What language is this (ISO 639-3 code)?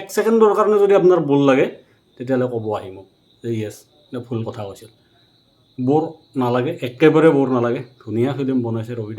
asm